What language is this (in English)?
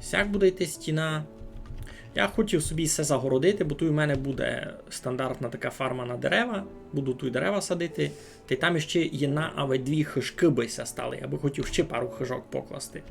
Rusyn